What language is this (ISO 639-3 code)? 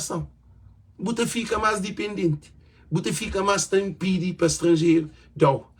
kea